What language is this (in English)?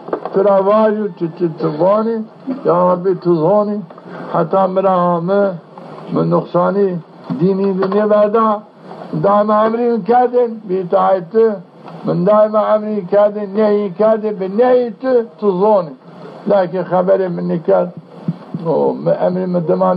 Zaza